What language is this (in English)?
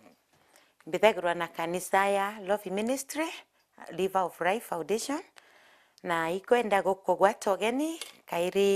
Meru